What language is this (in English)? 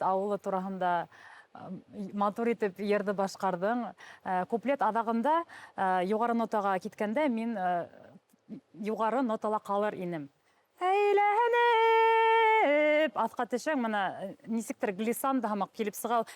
Bashkir